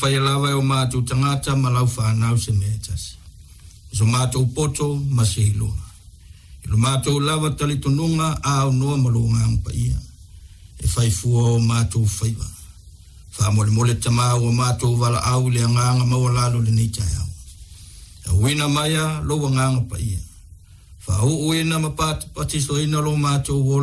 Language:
Samoan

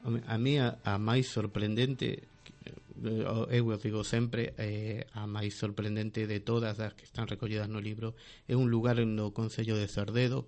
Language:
Galician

